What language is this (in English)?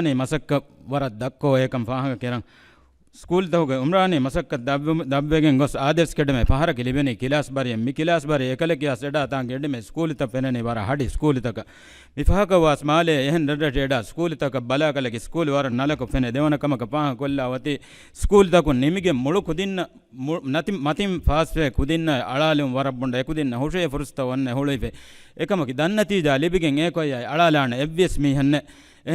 Divehi